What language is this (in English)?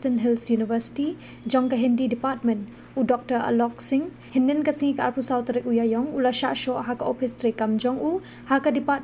Khasi